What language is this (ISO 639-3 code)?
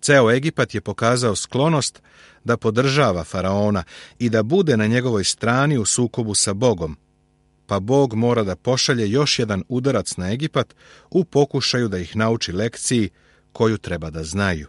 srp